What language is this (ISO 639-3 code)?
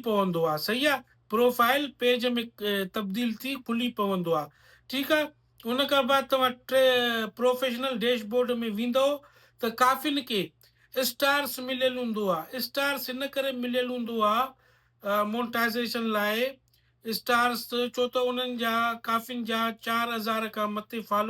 snd